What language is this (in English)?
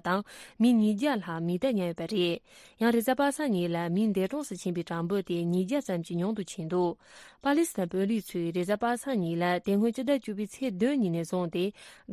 Tibetan